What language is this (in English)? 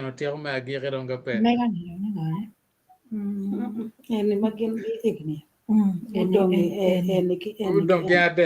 Acoli